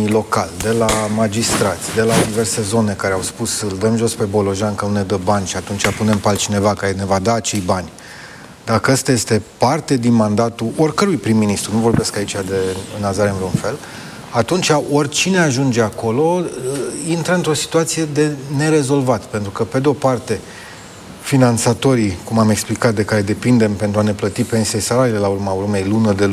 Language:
Romanian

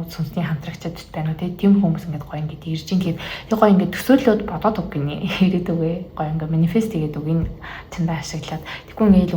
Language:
Mongolian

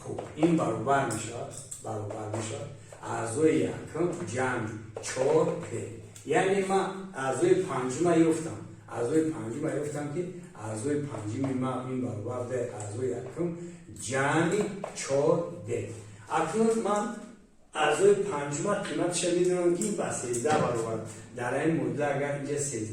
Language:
Tajik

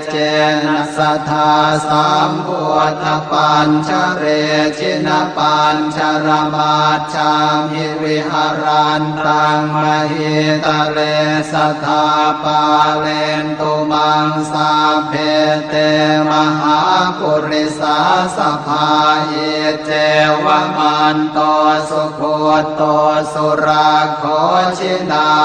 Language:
Pali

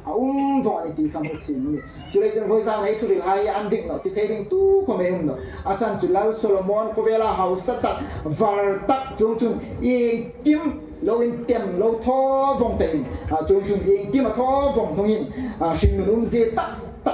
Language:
Hmar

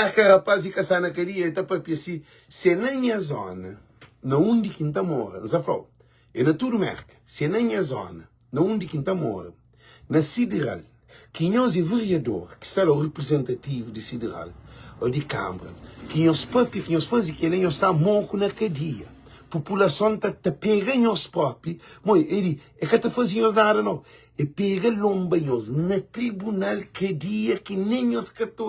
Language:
Kabuverdianu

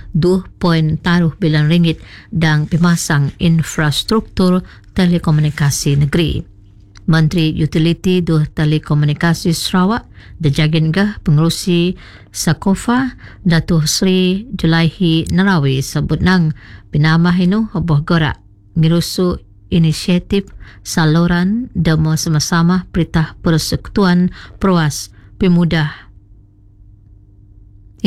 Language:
Malay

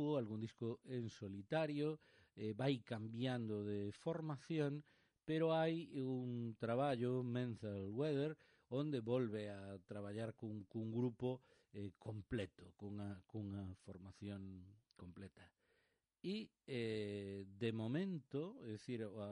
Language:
Galician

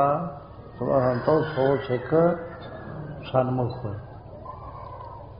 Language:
Punjabi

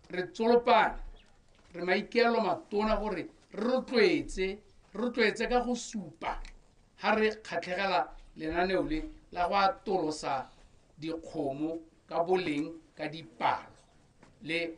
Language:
Tswana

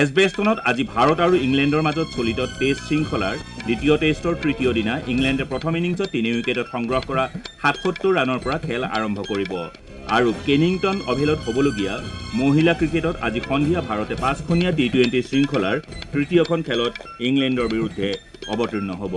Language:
Assamese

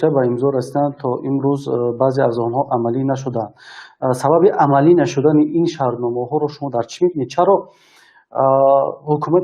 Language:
Tajik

